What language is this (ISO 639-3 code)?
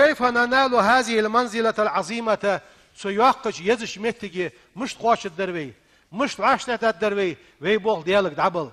inh